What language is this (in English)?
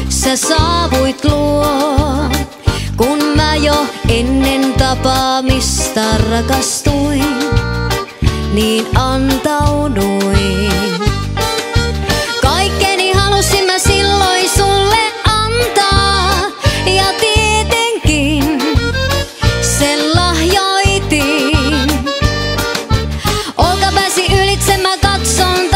Finnish